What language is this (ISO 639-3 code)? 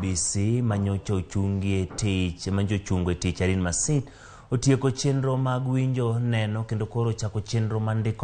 luo